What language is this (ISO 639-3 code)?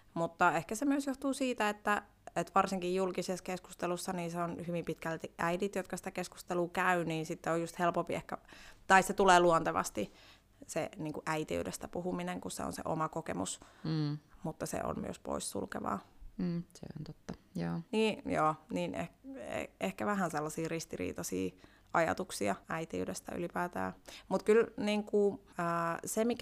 fin